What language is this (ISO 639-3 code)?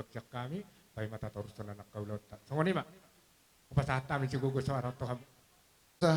bbc